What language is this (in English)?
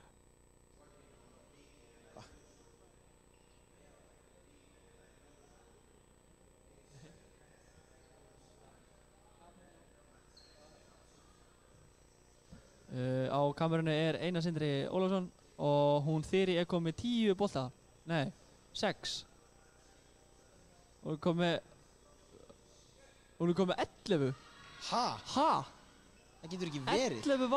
Icelandic